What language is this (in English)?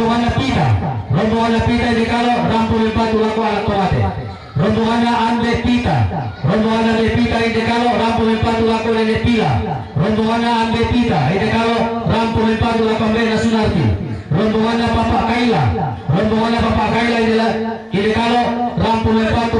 Toraja-Sa'dan